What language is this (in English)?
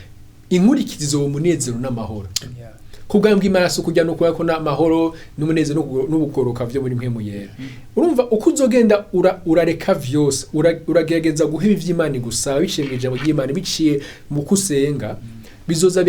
Rundi